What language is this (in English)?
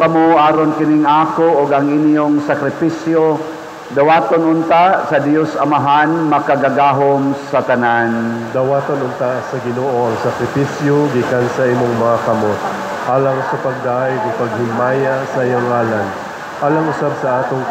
Cebuano